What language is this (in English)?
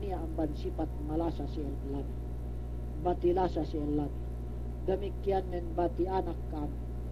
Yakan